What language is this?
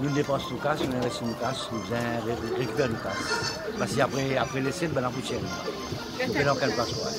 Morisyen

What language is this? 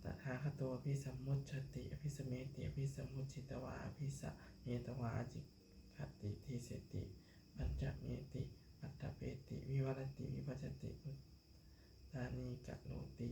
Pali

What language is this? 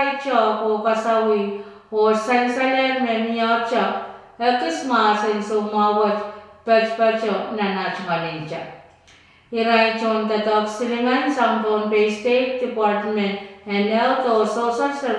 Pohnpeian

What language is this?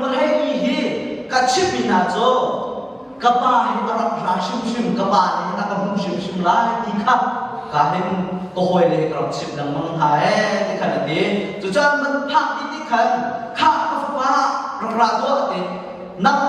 Hakha Chin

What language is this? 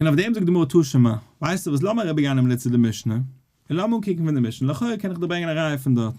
Yiddish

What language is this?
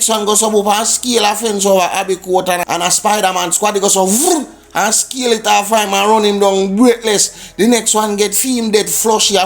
Jamaican Creole English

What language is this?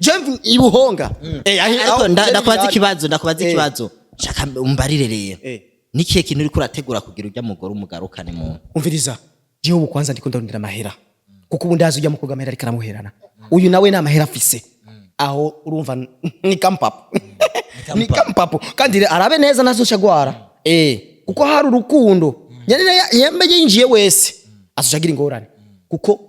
Rundi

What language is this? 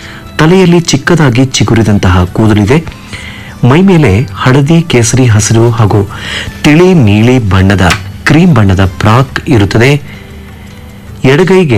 Kannada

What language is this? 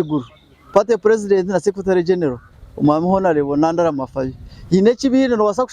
Nyankole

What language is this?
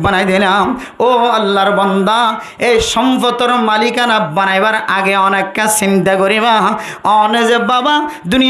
Rohingya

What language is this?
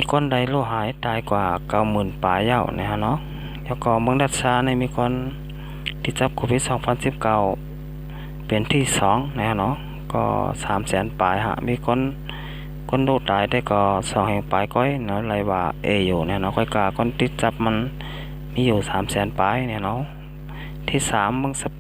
Shan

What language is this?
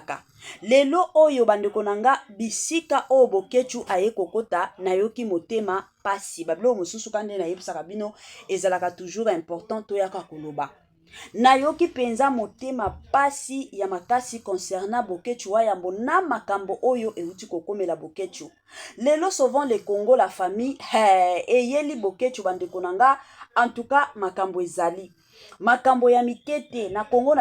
Lingala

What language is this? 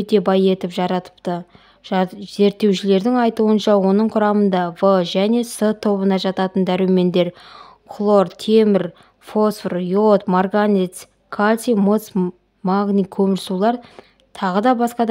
Kazakh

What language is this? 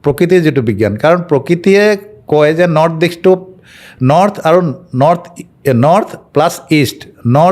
Assamese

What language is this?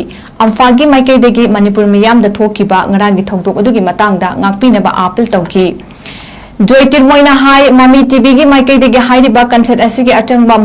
Manipuri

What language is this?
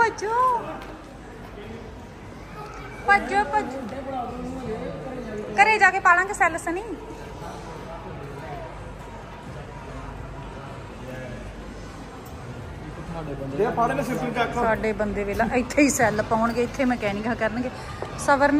Punjabi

